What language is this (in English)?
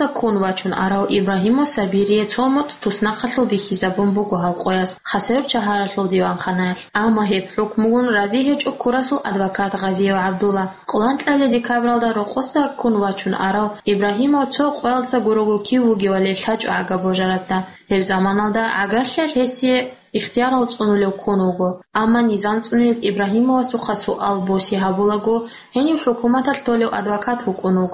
Avaric